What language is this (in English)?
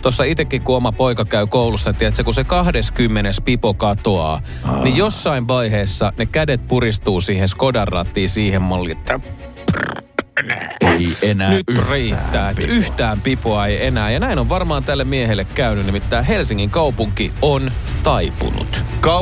Finnish